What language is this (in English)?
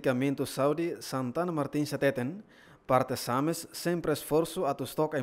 Tetum